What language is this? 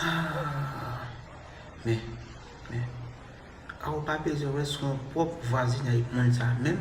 Haitian Creole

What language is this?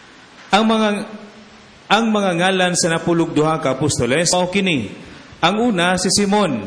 Cebuano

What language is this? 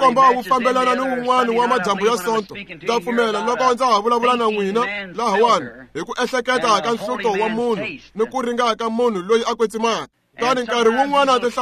Tsonga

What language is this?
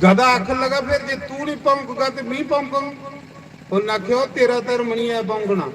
Dogri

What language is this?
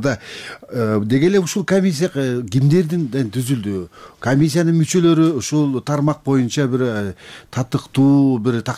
Kyrgyz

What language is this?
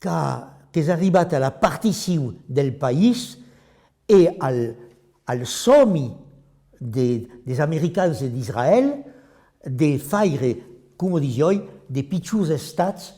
Occitan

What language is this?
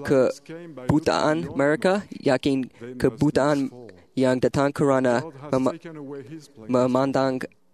Malay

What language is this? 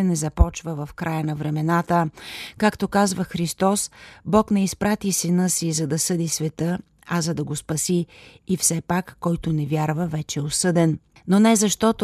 Bulgarian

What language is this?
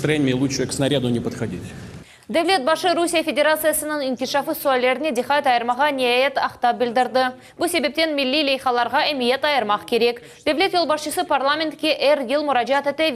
Crimean Tatar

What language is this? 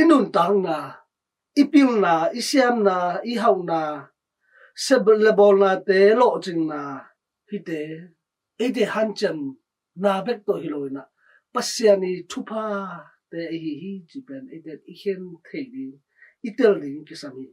Tedim Chin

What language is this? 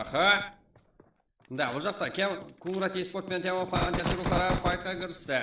Kara-Kalpak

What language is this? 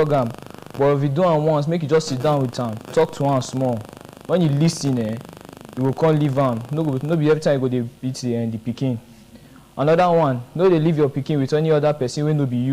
Nigerian Pidgin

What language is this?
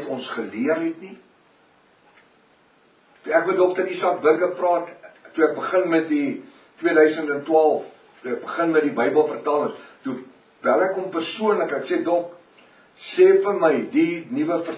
Afrikaans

